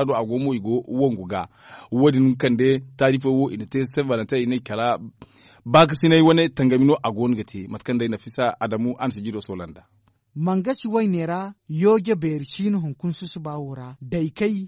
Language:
Zarma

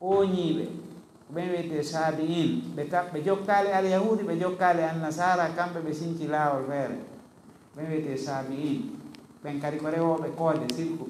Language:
Fula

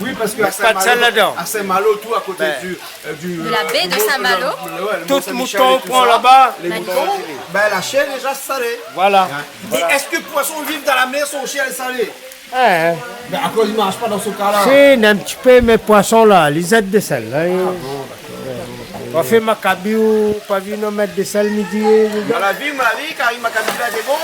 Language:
Réunion Creole French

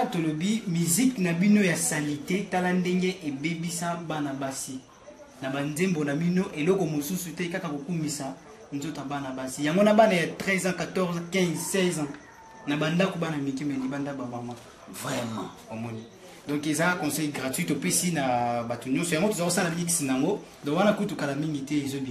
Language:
Lingala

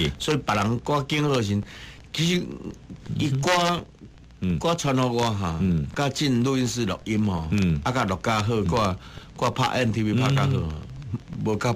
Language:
Min Nan Chinese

